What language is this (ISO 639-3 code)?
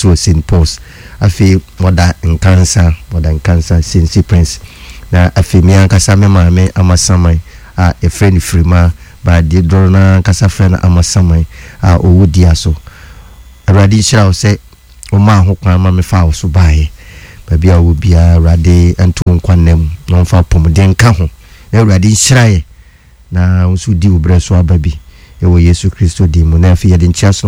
aka